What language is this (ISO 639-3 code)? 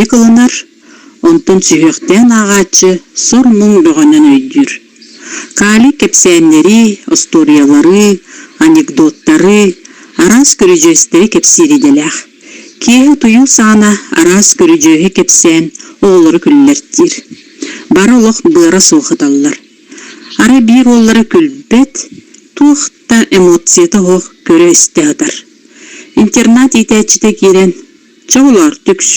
sah